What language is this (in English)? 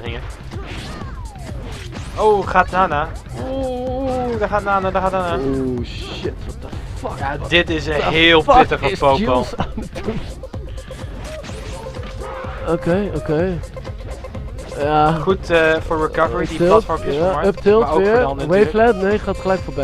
Dutch